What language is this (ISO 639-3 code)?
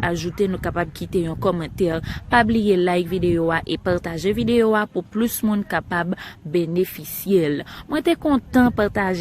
hat